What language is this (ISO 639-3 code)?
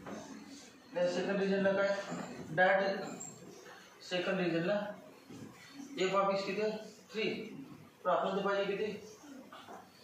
mar